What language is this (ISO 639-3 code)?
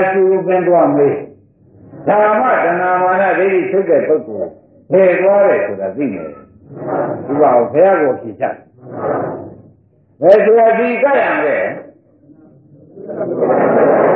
mya